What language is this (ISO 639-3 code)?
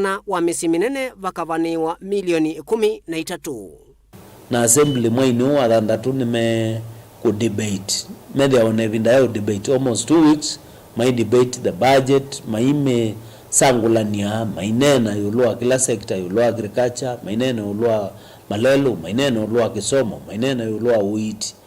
kam